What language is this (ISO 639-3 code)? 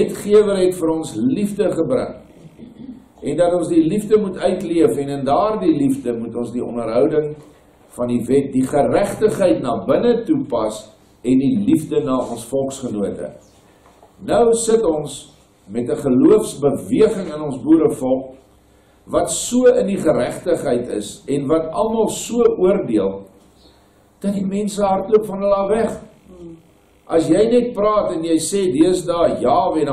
afr